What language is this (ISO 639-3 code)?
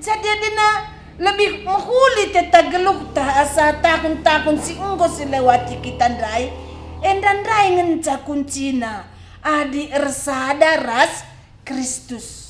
btx